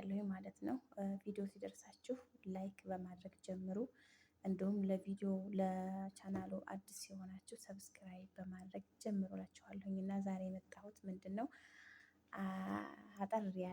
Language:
Amharic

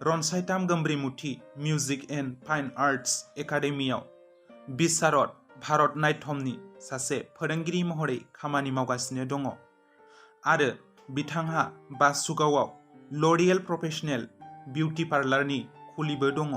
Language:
Bodo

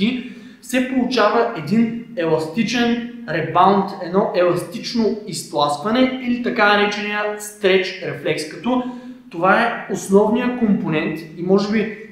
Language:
Bulgarian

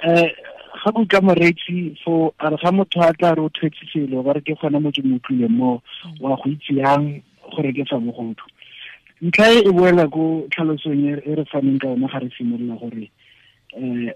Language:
Tswana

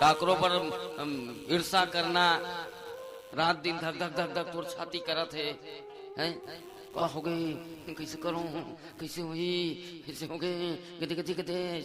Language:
Chhattisgarhi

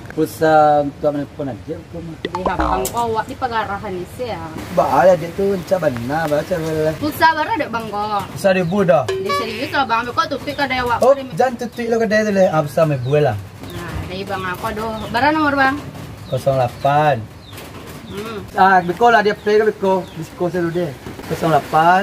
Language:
Minangkabau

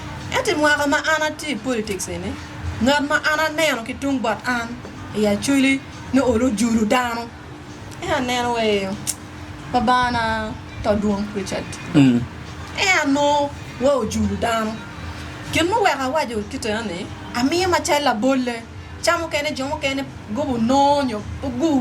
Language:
Acoli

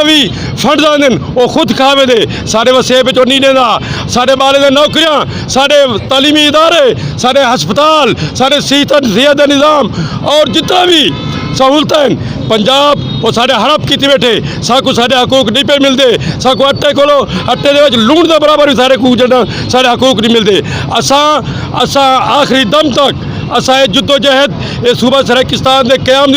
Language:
Saraiki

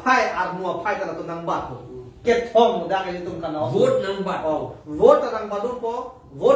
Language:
Karbi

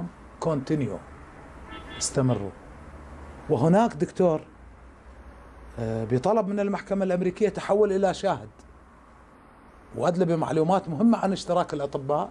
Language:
Mesopotamian Arabic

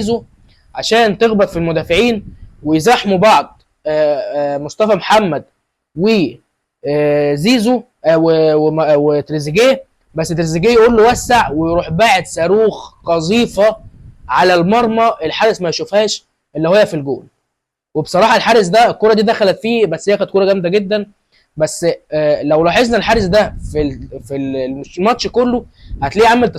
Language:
Egyptian Arabic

